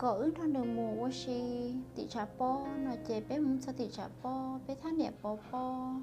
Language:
Hmong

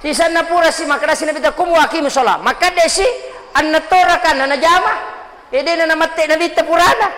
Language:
Buginese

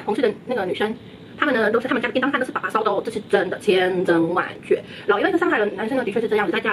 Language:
Chinese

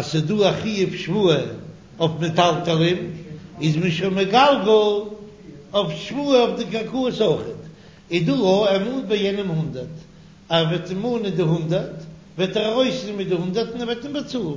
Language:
Yiddish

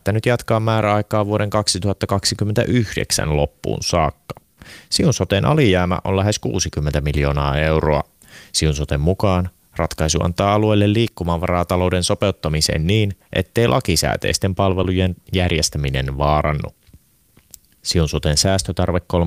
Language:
Finnish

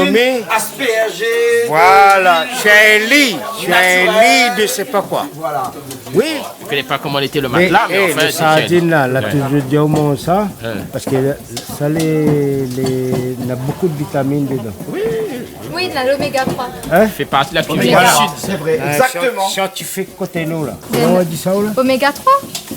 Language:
Réunion Creole French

